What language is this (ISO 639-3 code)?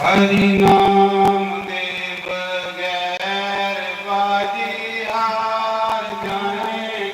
doi